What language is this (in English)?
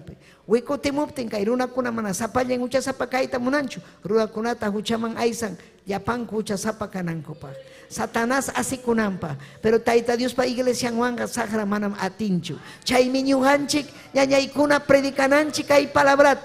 Ayacucho Quechua